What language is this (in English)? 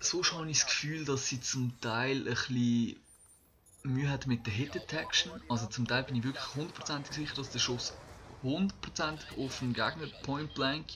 Swiss German